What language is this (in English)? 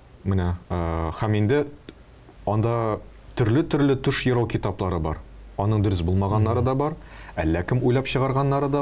Tatar